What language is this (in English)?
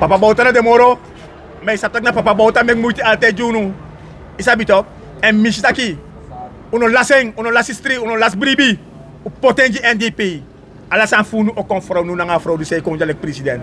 Sranan Tongo